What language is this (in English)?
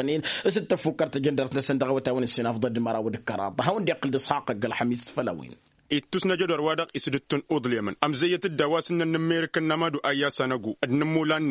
Tamasheq